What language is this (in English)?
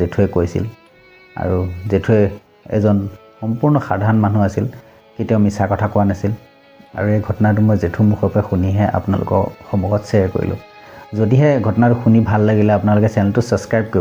Assamese